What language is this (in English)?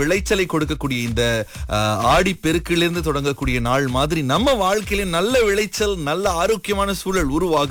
Tamil